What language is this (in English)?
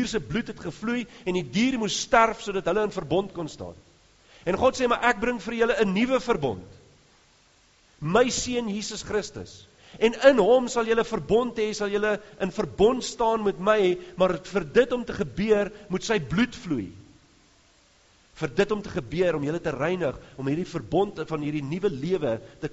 Afrikaans